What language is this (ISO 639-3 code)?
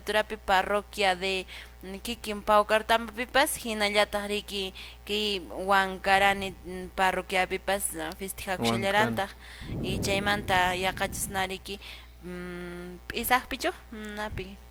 que